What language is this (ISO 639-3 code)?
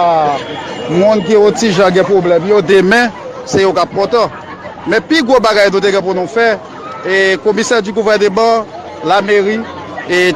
hat